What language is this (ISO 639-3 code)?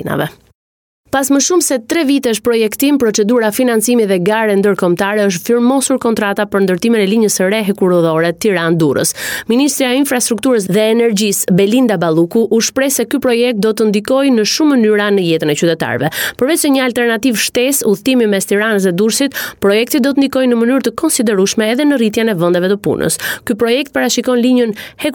sqi